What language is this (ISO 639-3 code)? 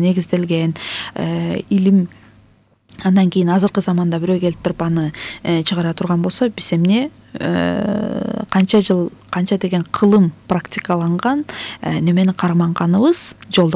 kir